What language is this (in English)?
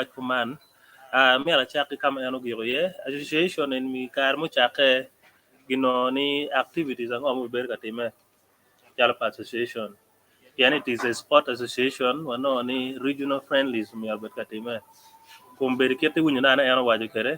Acoli